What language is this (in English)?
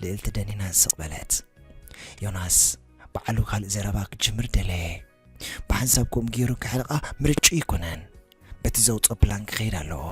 Tigrinya